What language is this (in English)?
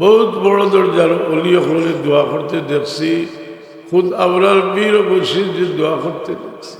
Sylheti